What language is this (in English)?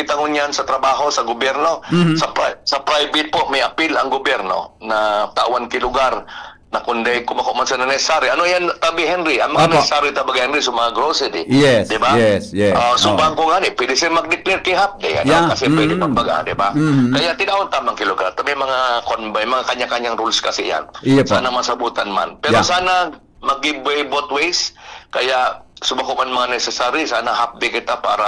Bikol